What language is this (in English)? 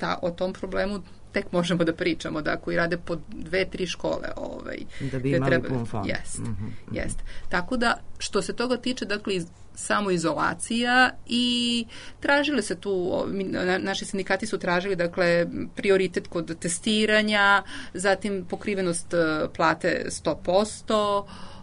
Serbian